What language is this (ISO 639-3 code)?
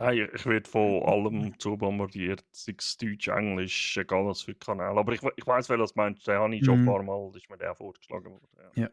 gsw